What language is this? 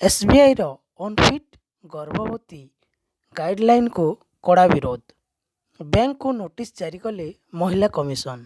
Odia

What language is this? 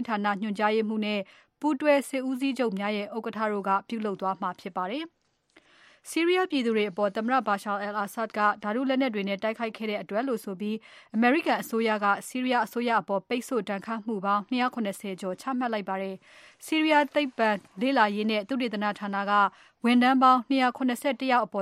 Burmese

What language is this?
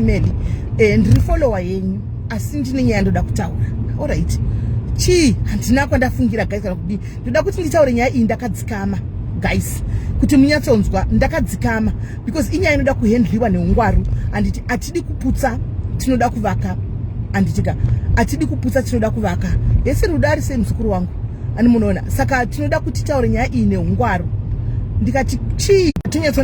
Shona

